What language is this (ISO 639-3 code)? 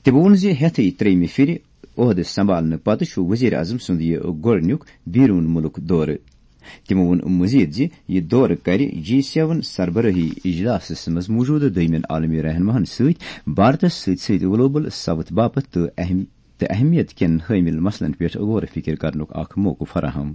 kas